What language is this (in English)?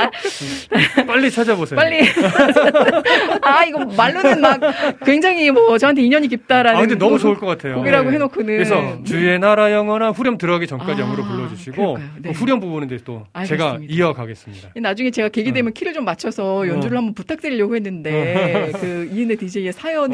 Korean